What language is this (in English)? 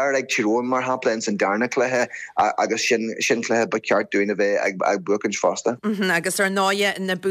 Irish